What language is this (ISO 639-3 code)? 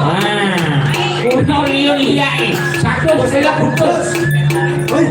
ban